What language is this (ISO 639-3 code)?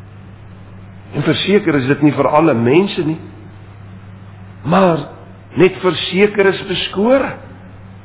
afr